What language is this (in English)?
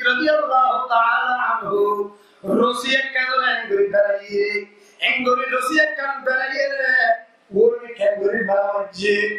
Rohingya